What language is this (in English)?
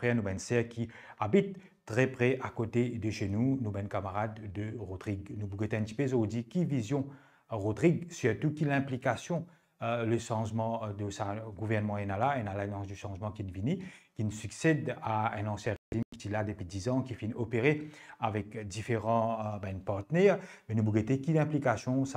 Morisyen